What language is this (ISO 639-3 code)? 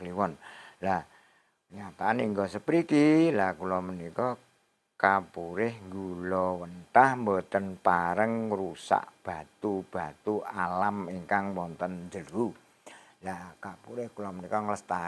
jav